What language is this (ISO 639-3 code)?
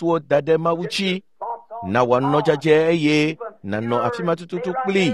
ewe